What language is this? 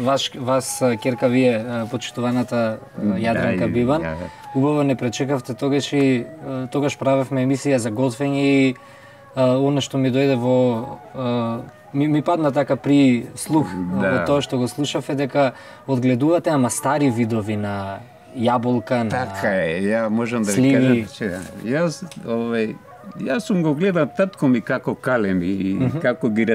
Macedonian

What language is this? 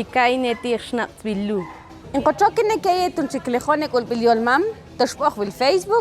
Mam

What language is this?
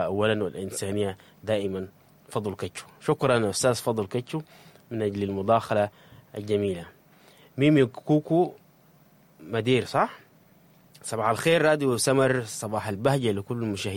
Sudanese Arabic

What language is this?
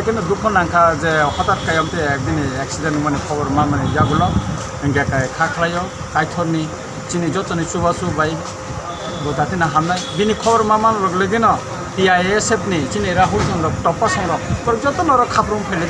Kok Borok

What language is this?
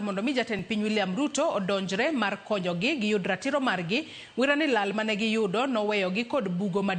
Luo (Kenya and Tanzania)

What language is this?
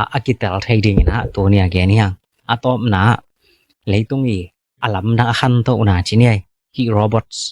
Tedim Chin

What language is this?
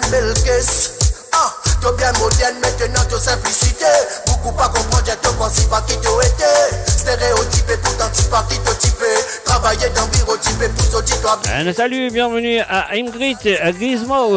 Morisyen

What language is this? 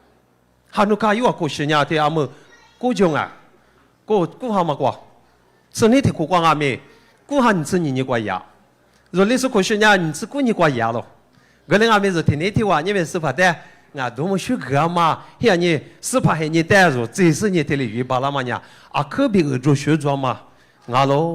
Lisu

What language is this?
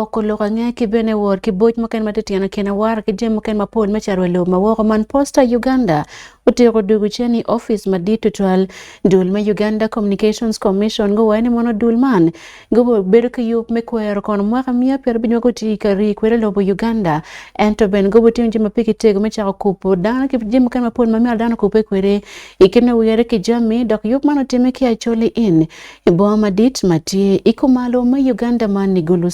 Acoli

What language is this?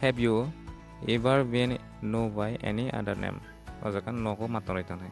Kok Borok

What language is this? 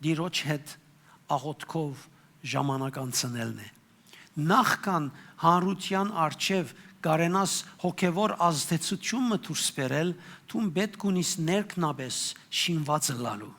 Western Armenian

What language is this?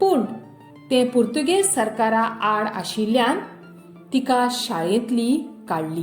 Konkani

